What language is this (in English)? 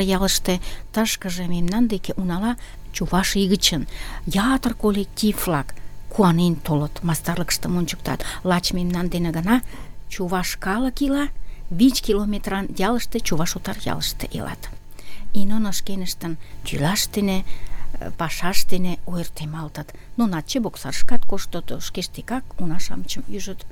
Mari